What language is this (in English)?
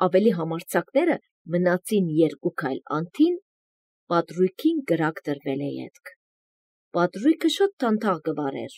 Armenian